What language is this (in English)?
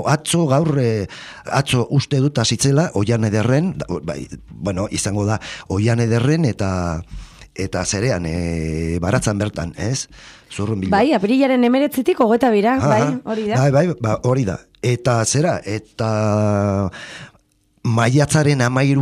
Basque